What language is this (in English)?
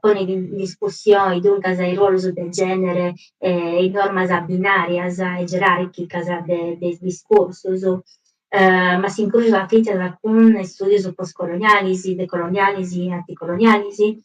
Sardinian